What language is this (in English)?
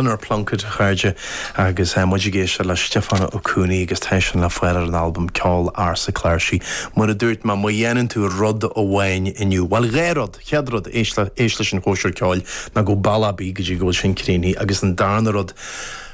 Irish